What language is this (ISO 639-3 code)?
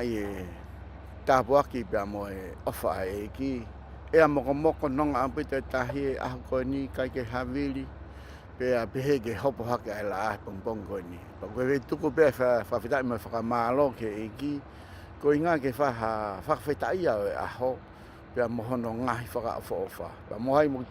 ton